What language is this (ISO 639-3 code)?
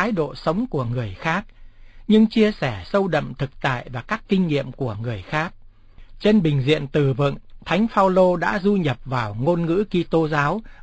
vie